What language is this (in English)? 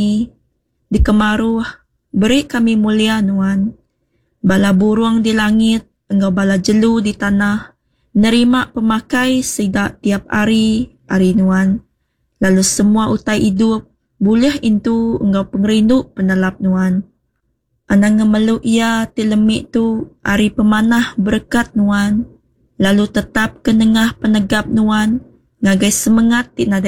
Iban